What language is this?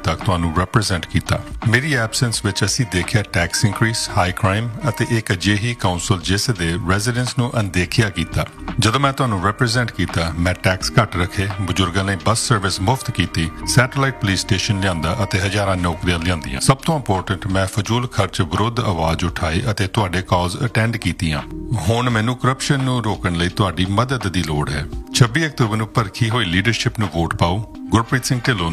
Punjabi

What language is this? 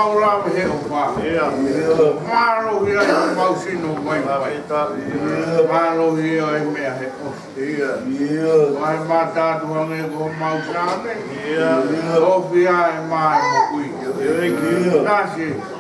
Tongan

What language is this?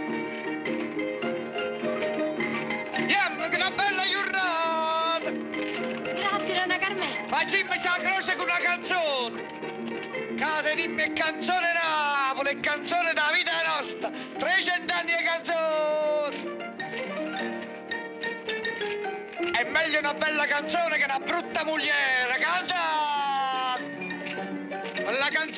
Italian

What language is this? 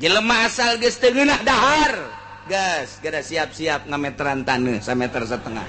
Sundanese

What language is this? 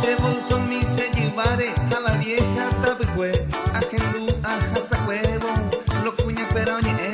Guarani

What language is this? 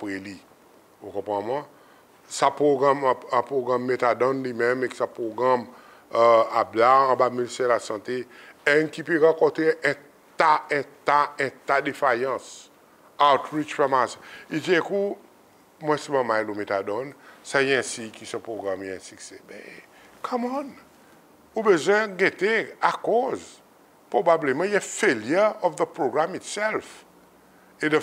Seselwa Creole French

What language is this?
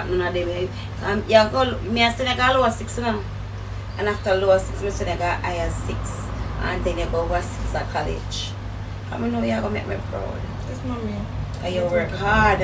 Jamaican Creole English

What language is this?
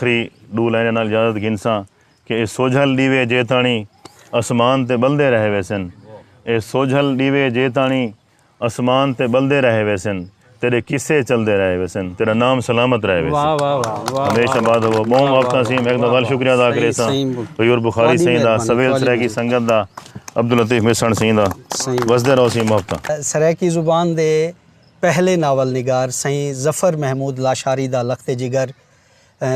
Saraiki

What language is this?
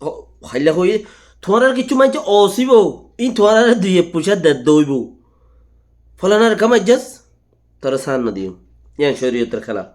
Rohingya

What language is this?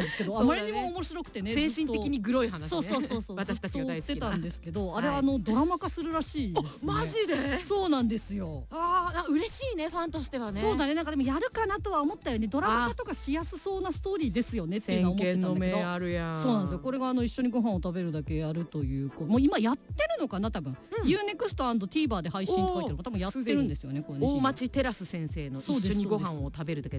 Japanese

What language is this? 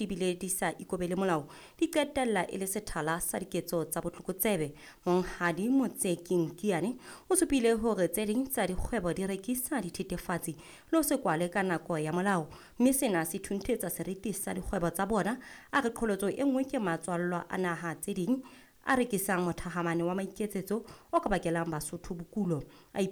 Southern Sotho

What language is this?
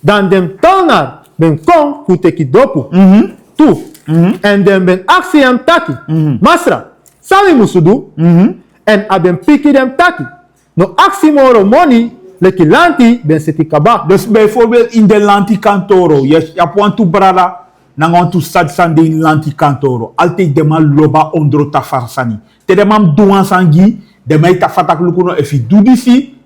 Sranan Tongo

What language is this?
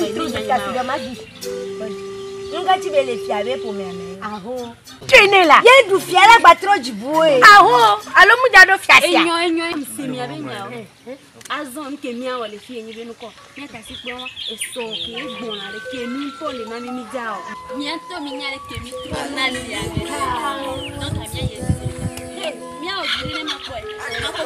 Ewe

